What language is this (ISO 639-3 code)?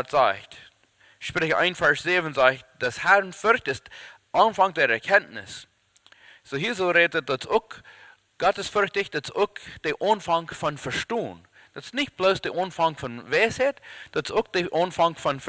pdt